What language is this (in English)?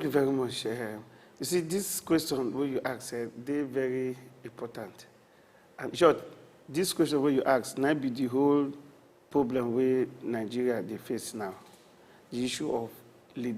Nigerian Pidgin